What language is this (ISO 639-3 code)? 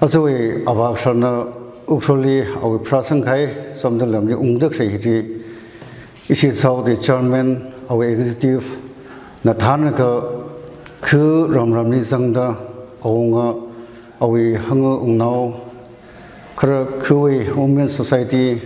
nmf